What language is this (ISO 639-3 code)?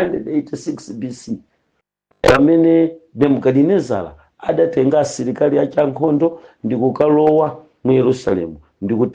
nya